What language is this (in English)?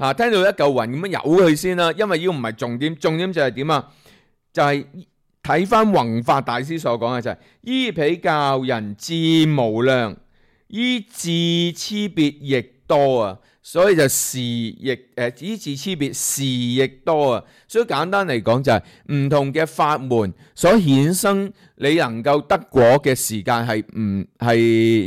Cantonese